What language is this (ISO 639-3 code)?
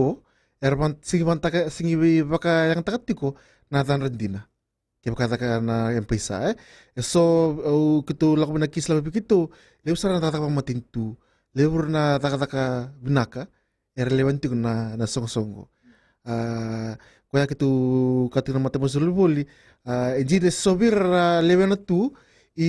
fij